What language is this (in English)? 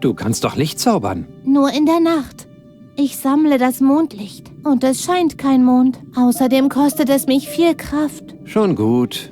Bavarian